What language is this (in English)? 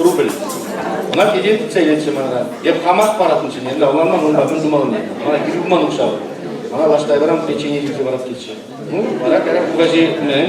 Chuvash